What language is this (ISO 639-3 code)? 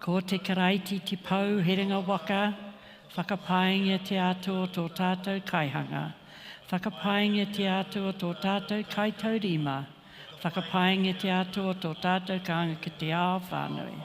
mri